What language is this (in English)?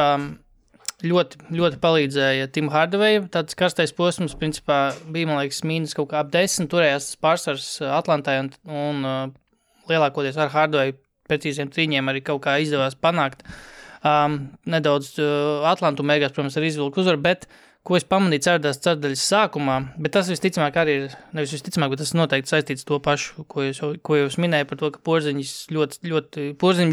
Latvian